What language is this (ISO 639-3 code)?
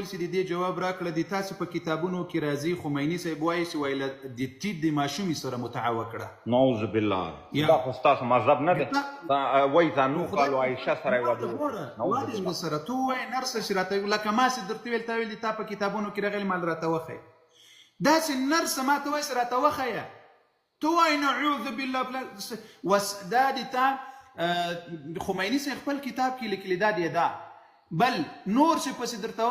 pus